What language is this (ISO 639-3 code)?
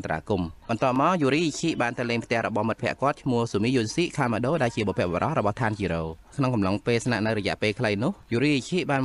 khm